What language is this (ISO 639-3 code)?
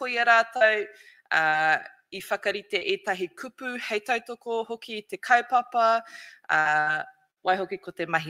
mri